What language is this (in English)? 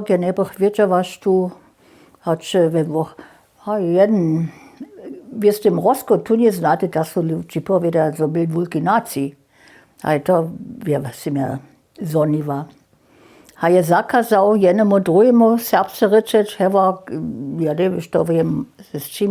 Upper Sorbian